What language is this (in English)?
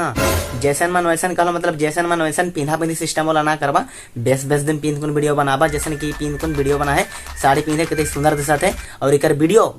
Sadri